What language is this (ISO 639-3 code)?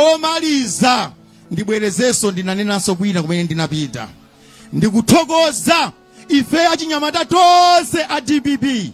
nya